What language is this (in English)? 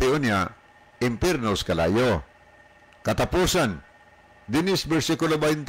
Cebuano